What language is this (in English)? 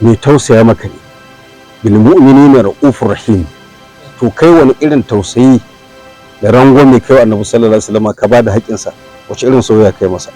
Hausa